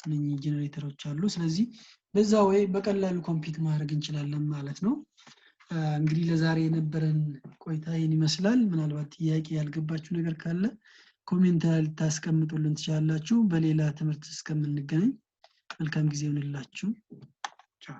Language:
Amharic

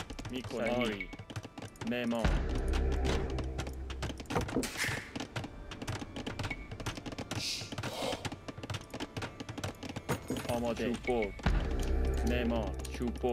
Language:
Persian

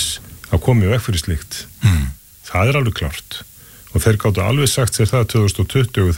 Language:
Icelandic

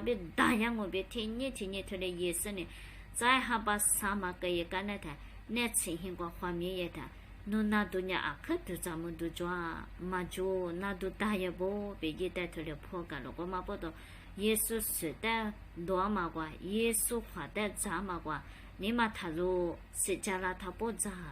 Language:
Lisu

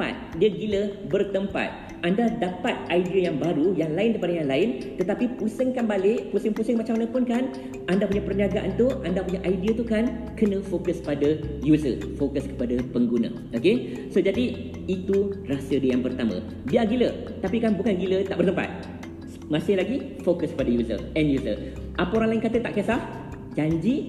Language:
Malay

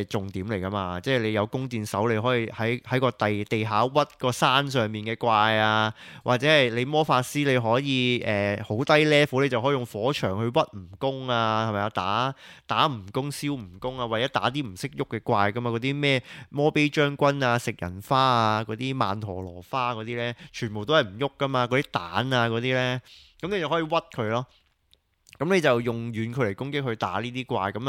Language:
Cantonese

